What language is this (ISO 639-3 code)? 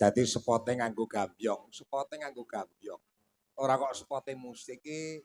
jav